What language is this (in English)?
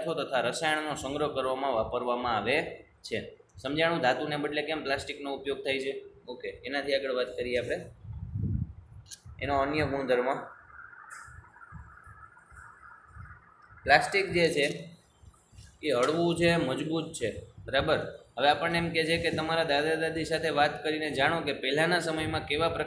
Gujarati